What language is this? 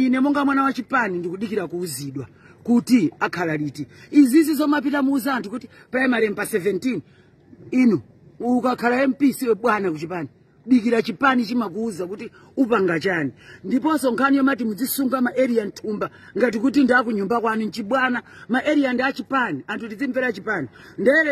Nyanja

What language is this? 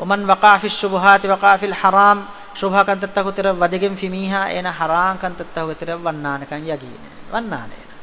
Divehi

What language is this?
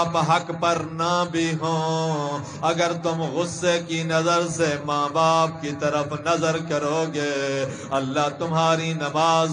Urdu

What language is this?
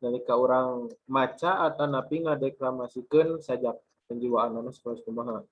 Sundanese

